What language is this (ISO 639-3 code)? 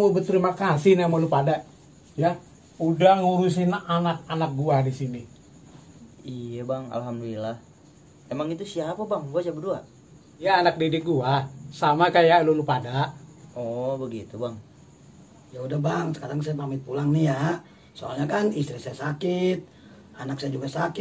bew